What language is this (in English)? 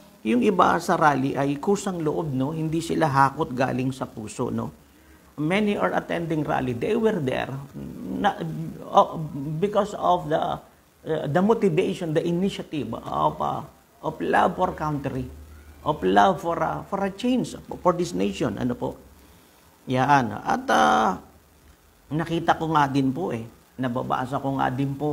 Filipino